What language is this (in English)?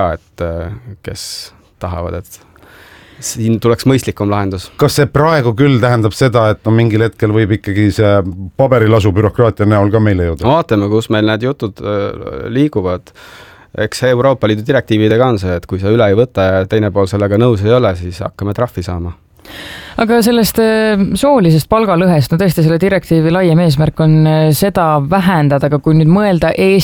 Estonian